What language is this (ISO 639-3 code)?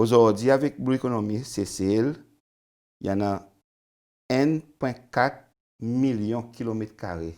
crs